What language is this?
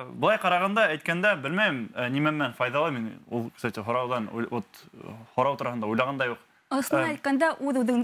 Bashkir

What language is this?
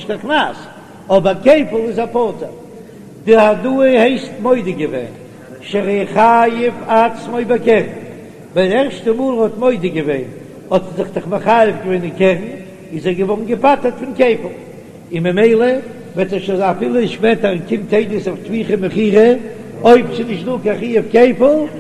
Yiddish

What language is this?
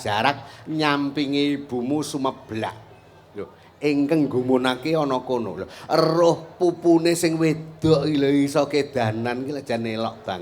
Javanese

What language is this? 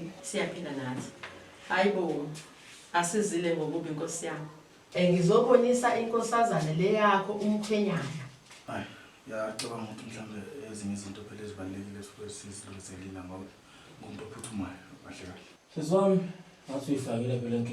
Zulu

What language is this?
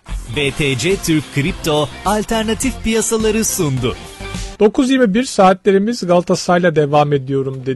Turkish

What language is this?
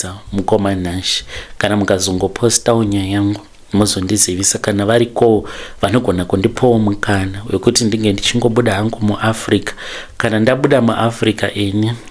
Shona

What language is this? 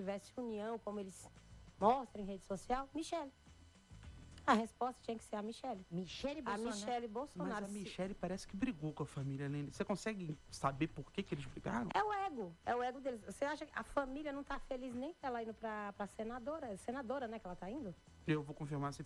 Portuguese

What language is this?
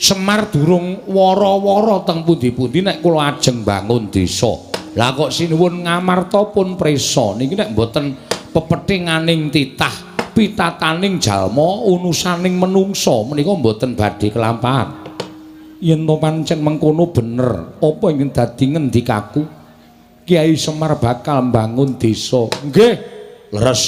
Javanese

